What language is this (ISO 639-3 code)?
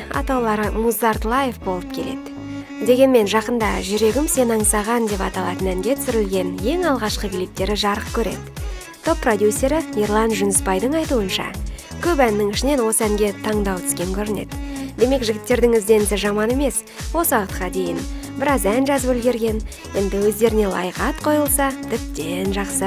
kaz